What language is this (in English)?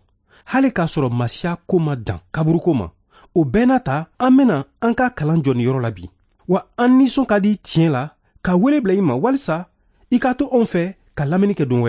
Bambara